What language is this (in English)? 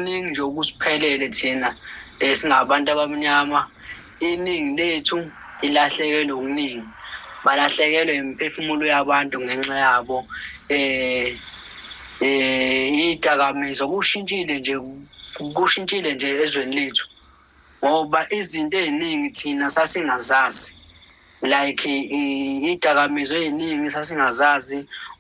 Zulu